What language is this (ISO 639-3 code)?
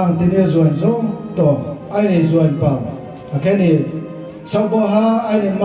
ria